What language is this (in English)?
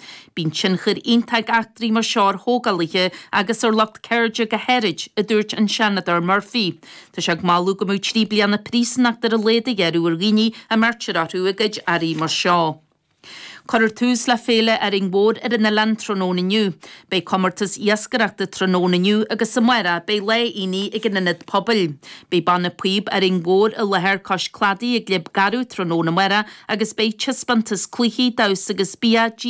Irish